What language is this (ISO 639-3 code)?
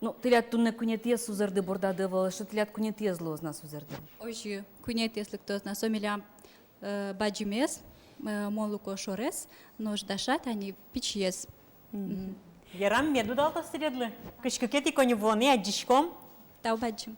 udm